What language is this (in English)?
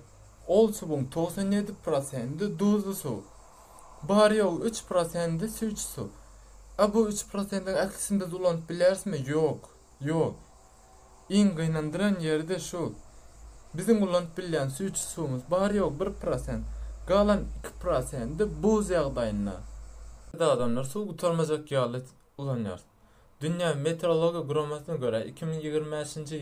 Turkmen